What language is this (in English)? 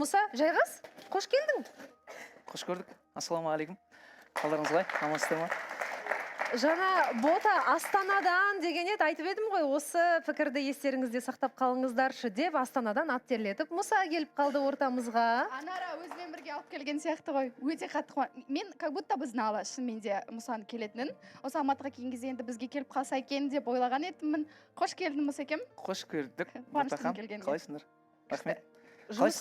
Kazakh